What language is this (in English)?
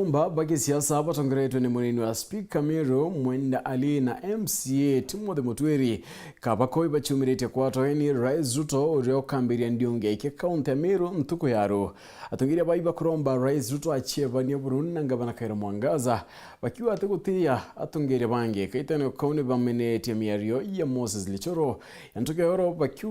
Meru